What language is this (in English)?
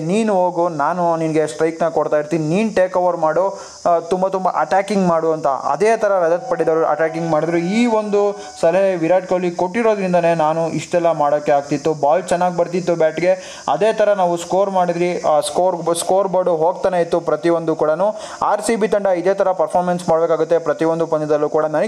Kannada